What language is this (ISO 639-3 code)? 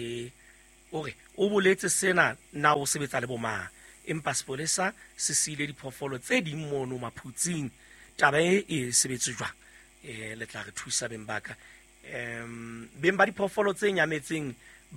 sot